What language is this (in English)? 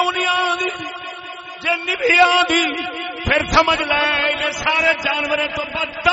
Saraiki